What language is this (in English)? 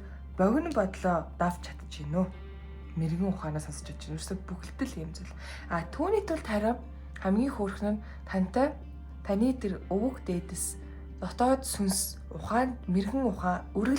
Mongolian